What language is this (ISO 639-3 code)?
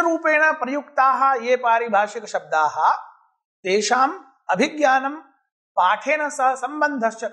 san